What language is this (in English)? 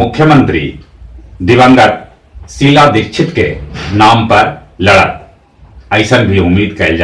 Magahi